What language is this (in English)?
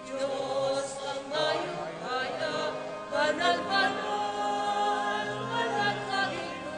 Pampanga